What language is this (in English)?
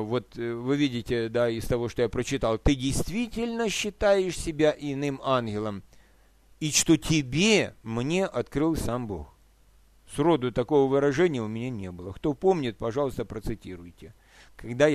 Russian